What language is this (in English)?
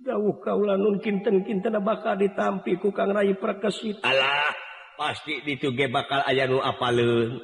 Sundanese